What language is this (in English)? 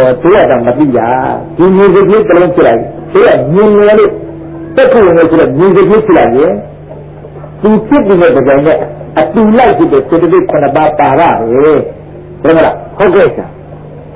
Burmese